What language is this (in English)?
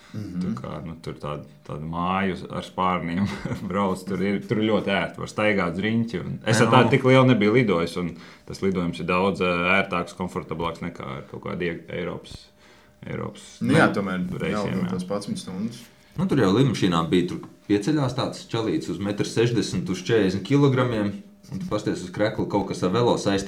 Latvian